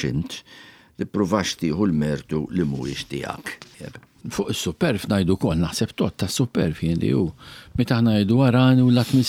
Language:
Maltese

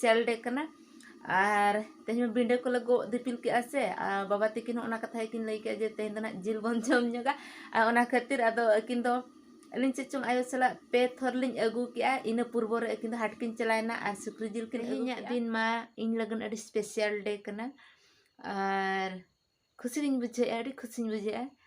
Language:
Santali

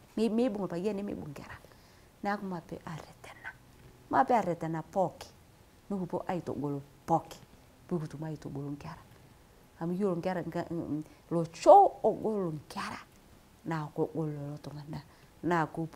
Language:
Masai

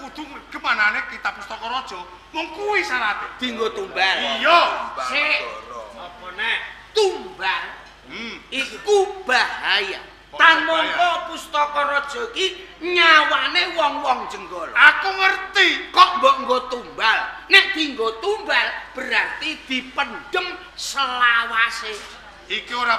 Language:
Javanese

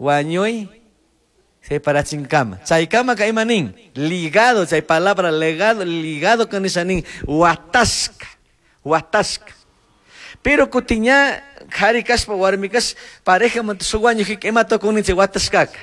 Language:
Chimborazo Highland Quichua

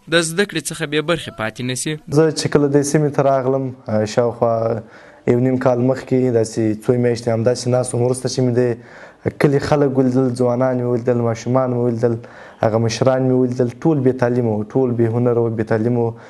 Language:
Pashto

